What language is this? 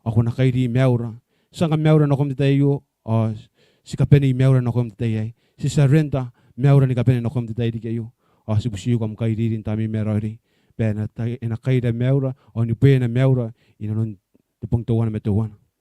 Gilbertese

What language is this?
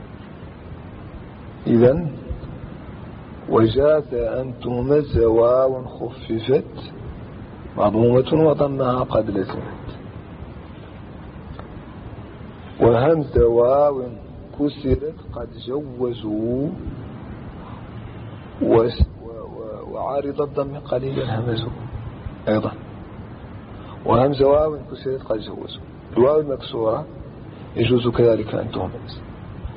Arabic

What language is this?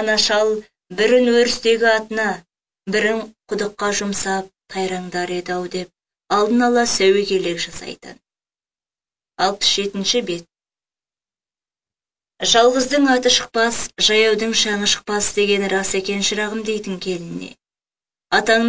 Kazakh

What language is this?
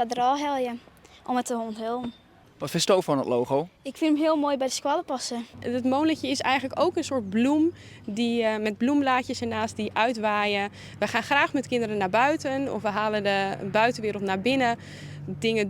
Western Frisian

